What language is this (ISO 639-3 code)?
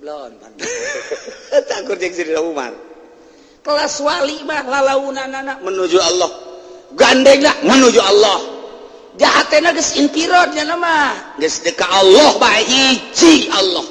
sun